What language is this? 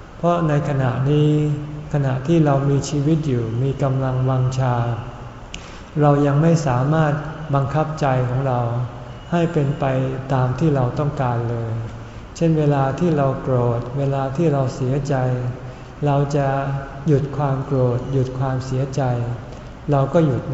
Thai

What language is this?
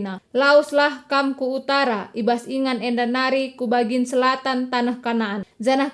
Batak Karo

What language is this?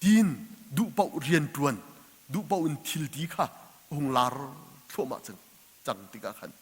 Hakha Chin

